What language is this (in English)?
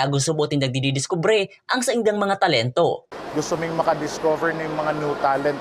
Bikol